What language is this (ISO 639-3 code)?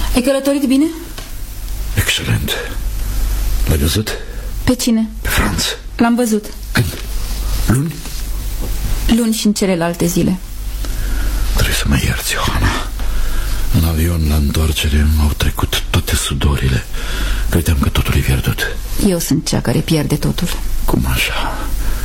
ron